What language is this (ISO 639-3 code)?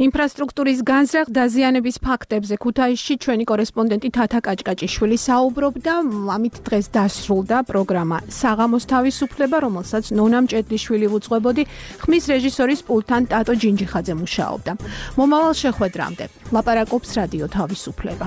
kat